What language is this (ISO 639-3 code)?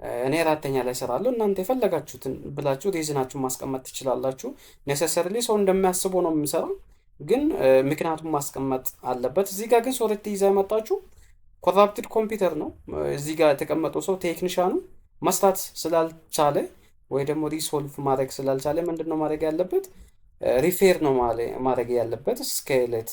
amh